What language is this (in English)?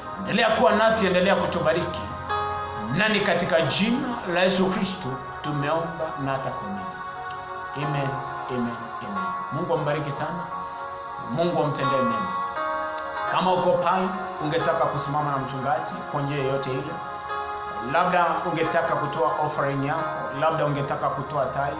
Swahili